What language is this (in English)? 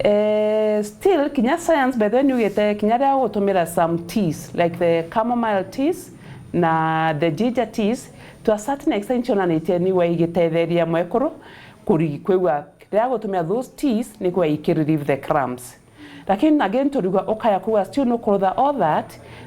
Meru